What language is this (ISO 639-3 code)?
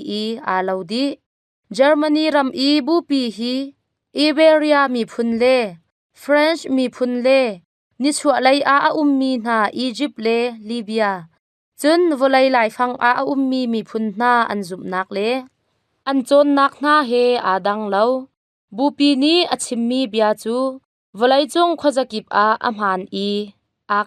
cnh